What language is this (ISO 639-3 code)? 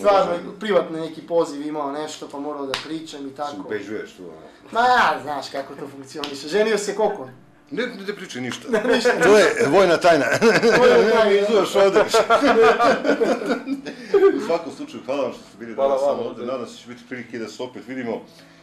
srp